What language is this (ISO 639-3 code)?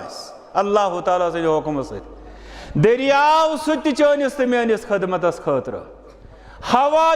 kas